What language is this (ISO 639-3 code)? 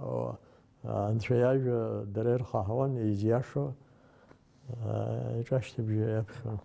abk